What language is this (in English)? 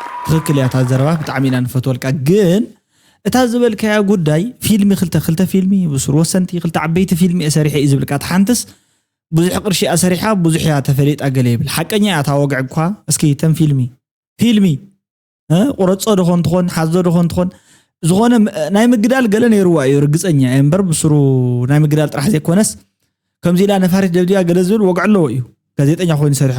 Tigrinya